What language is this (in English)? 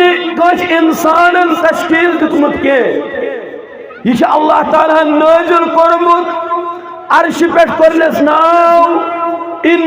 Kashmiri